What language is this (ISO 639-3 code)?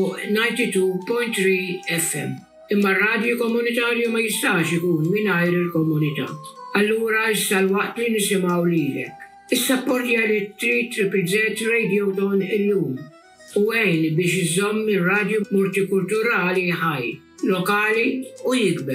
mlt